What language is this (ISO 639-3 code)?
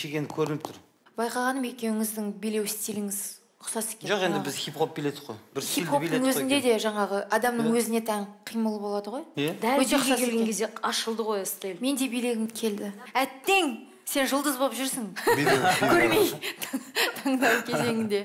kaz